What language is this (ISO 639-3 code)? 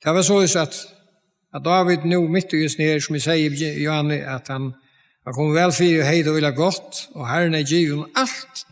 fao